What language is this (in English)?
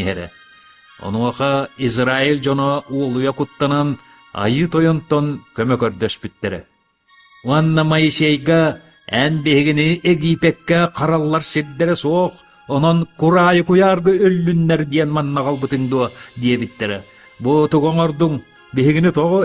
Yakut